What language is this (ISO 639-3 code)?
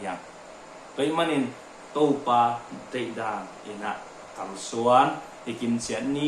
ctd